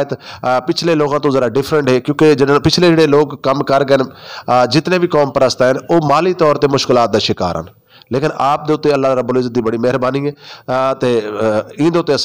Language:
Saraiki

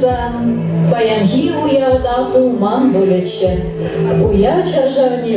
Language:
Chuvash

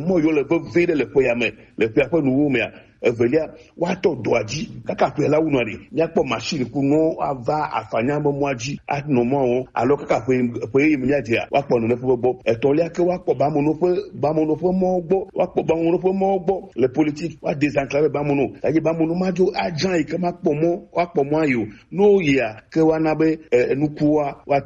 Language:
Gen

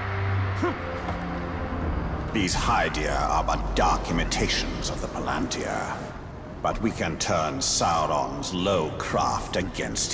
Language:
English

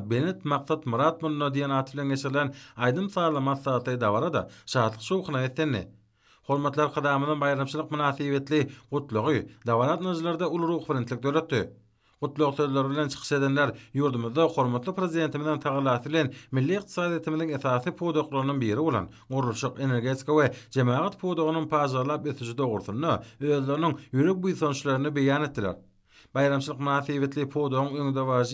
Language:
Turkmen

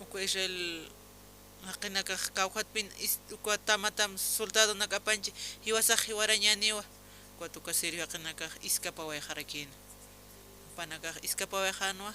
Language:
Aymara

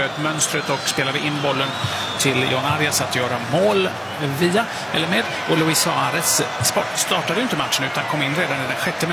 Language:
Swedish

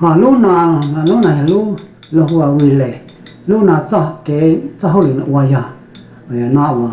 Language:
Hmong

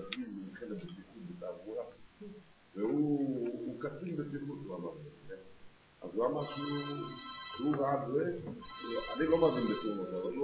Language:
Hebrew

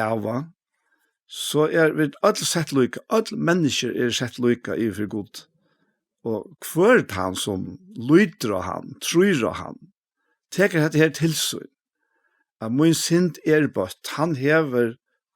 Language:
Faroese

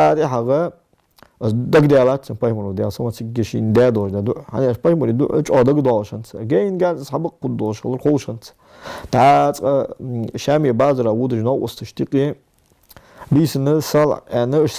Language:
Ingush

